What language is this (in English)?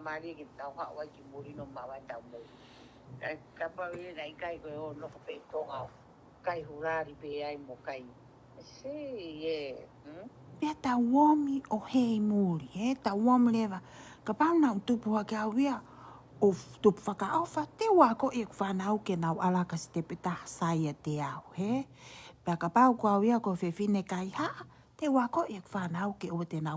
Tongan